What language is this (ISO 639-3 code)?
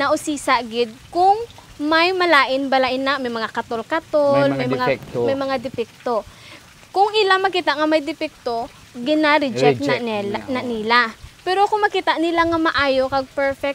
hil